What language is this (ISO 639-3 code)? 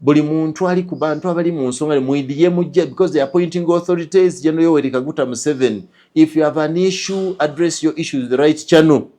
lug